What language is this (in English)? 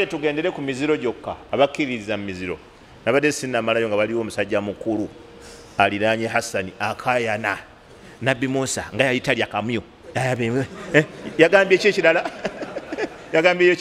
Ganda